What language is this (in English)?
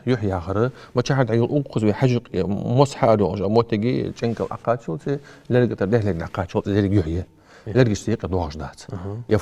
Ingush